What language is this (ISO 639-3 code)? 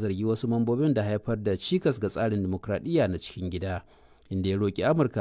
hau